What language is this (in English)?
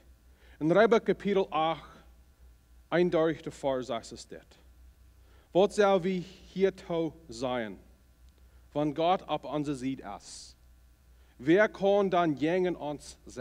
Plautdietsch